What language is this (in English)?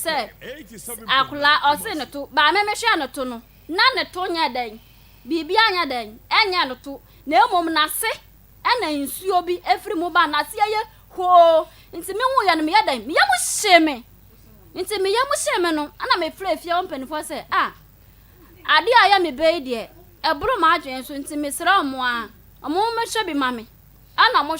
Akan